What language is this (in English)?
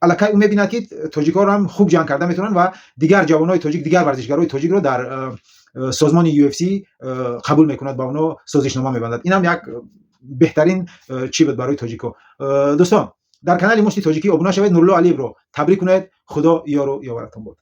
Tajik